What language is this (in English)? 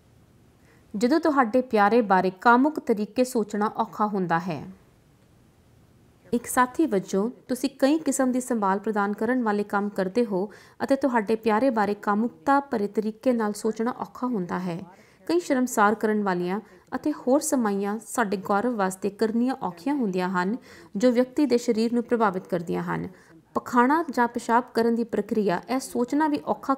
Punjabi